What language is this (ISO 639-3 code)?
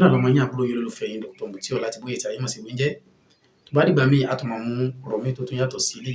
yor